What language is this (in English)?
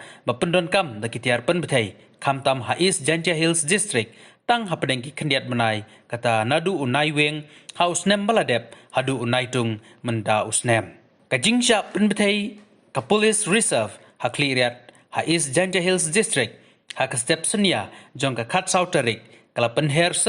Khasi